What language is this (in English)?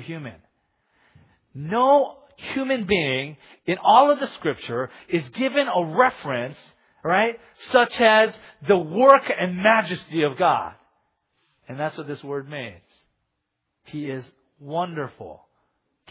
English